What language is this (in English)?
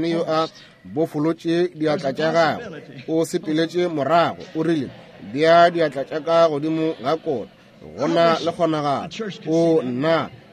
Northern Sotho